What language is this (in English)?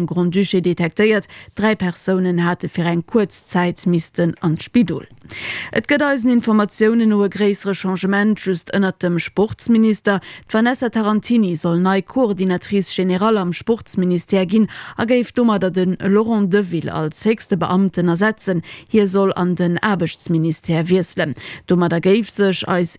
Luxembourgish